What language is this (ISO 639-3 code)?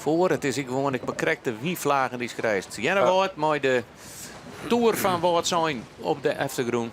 fry